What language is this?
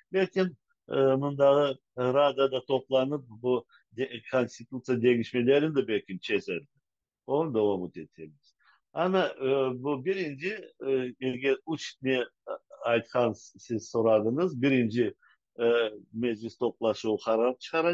Crimean Tatar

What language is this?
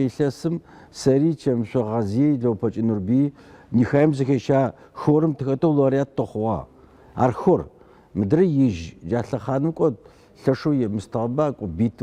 Adyghe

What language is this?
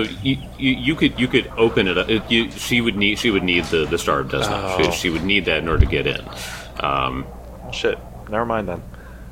English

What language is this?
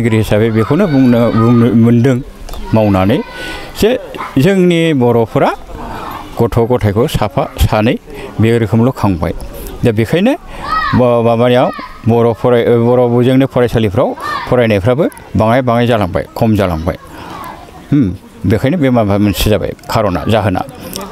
Bodo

